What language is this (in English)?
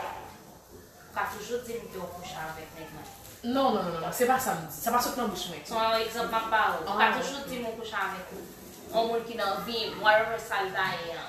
Haitian Creole